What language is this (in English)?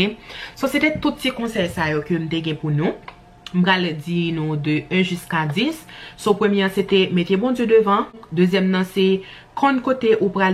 Haitian Creole